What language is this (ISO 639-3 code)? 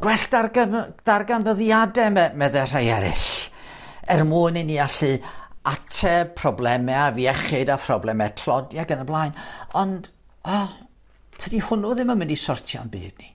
cym